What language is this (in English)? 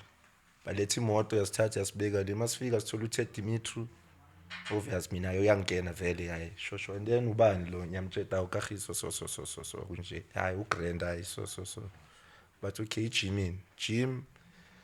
Zulu